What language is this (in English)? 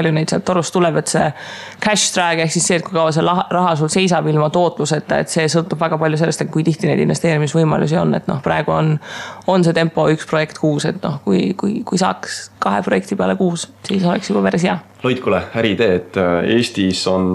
Estonian